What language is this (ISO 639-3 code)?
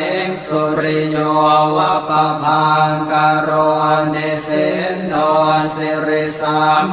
pli